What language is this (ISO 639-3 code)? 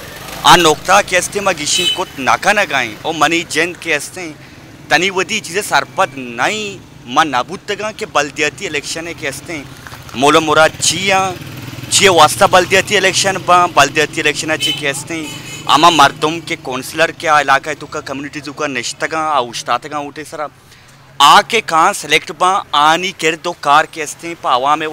bal